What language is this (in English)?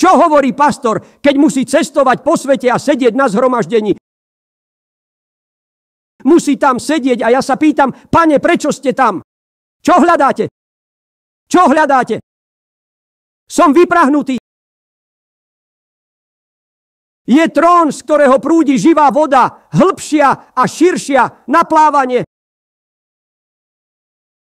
Slovak